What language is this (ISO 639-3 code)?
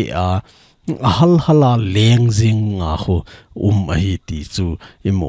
tcz